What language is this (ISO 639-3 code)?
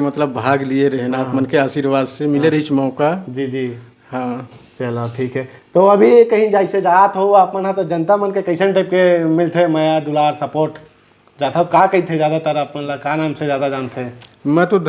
hne